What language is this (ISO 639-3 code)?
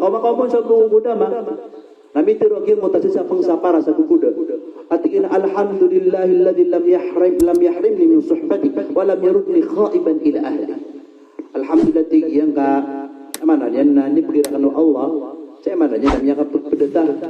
mrw